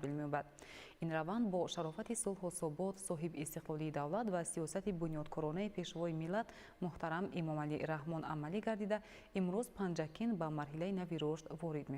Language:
Tajik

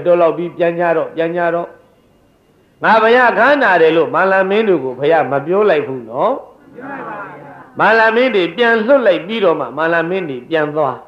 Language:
Burmese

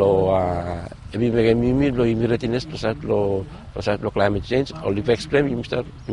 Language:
Bislama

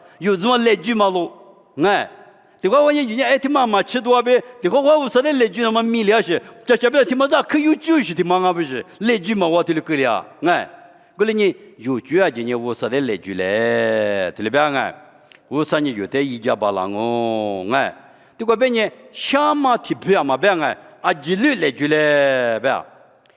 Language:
Lisu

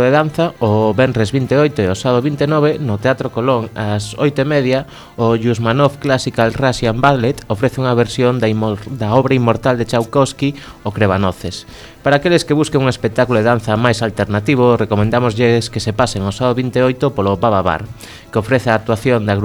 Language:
Galician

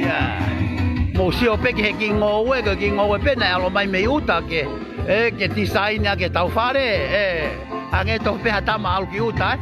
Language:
Tongan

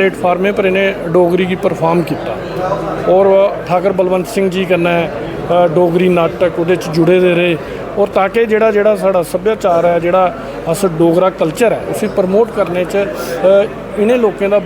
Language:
Dogri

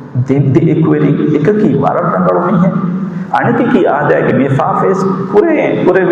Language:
Divehi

